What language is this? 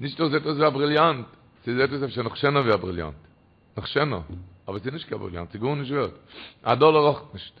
Yiddish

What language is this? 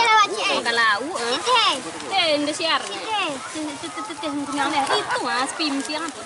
Minangkabau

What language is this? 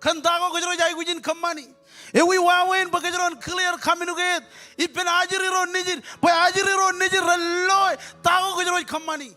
Marshallese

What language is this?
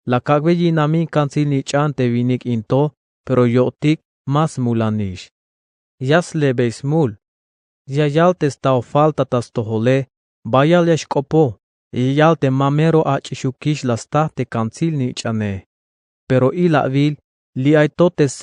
Tzeltal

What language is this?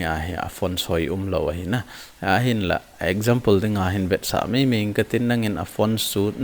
Thado Chin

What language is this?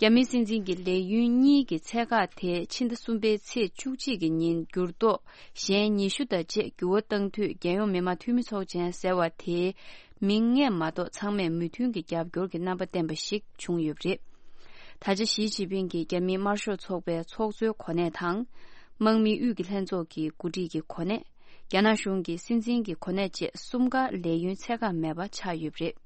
Tibetan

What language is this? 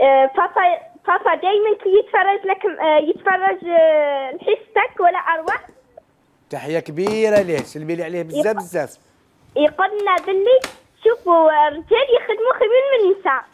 Algerian Arabic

